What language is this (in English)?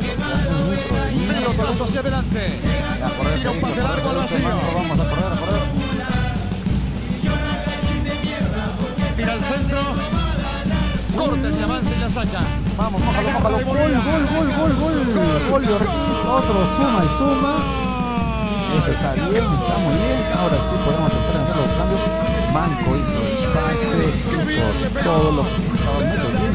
Spanish